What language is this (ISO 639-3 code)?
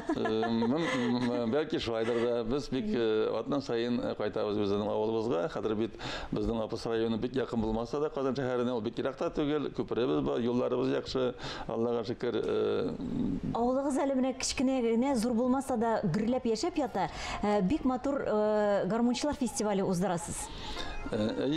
tat